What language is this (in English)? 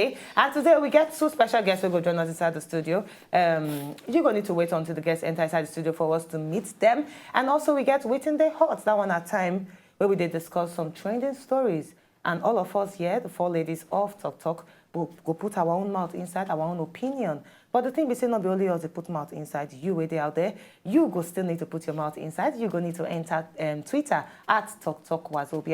Nigerian Pidgin